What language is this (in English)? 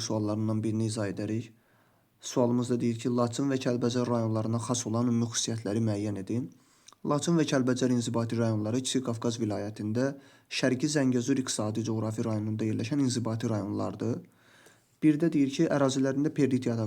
Azerbaijani